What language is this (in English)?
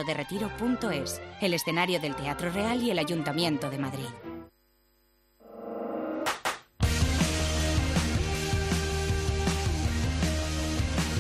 Spanish